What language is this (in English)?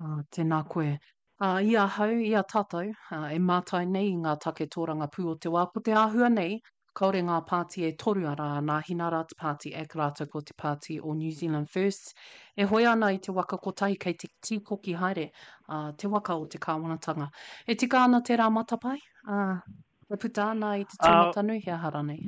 Māori